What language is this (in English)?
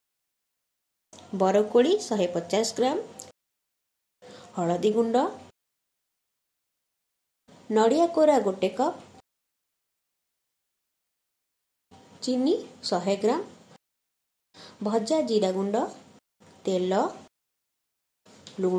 Odia